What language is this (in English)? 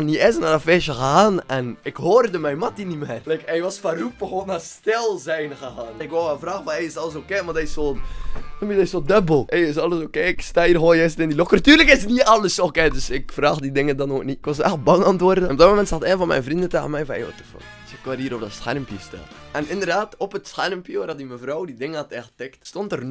Dutch